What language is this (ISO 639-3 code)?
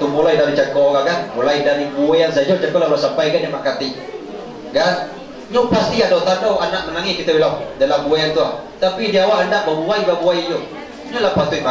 min